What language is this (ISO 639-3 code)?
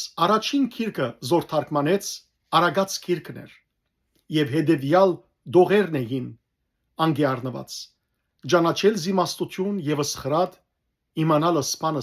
hyw